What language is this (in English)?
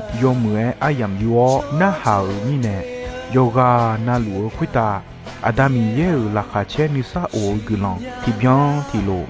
Akha